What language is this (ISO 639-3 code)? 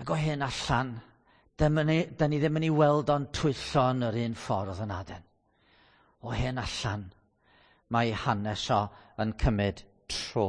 cym